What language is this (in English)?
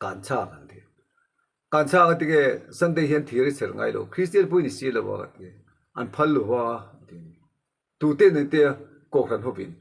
Mizo